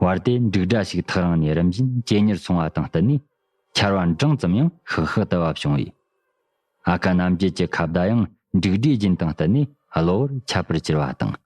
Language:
Tibetan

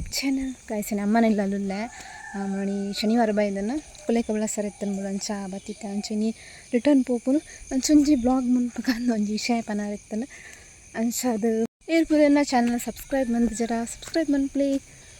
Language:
Tulu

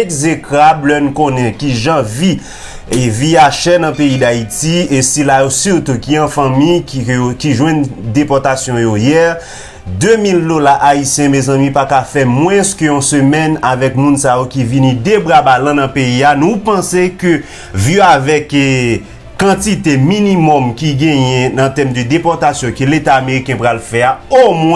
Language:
Haitian Creole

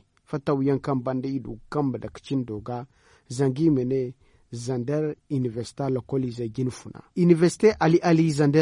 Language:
Zarma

